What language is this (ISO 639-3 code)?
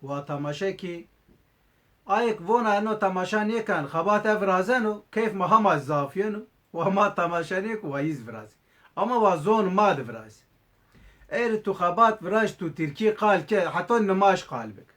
zza